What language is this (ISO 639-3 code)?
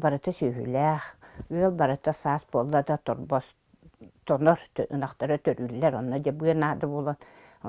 sah